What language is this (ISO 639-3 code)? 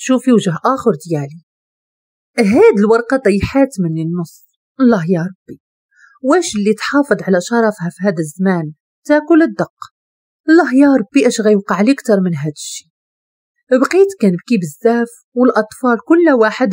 ary